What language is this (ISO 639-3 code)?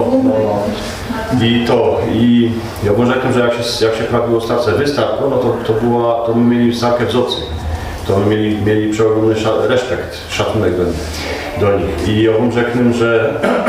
szl